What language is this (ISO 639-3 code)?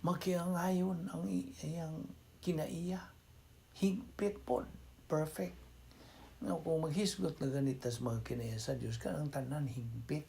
ceb